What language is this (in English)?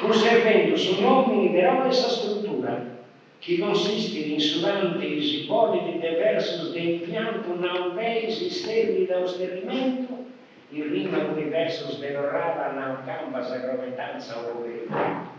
Sardinian